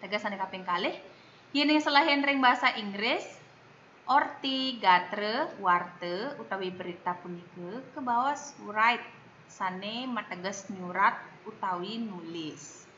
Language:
Balinese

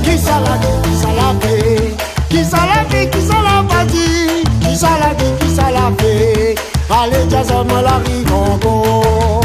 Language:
Réunion Creole French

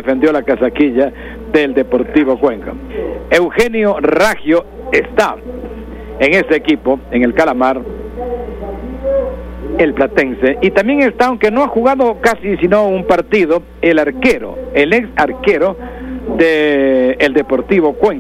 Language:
Spanish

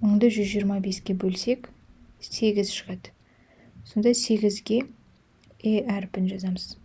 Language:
Kazakh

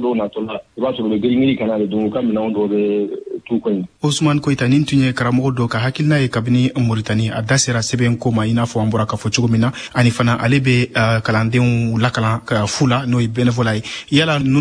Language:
Bambara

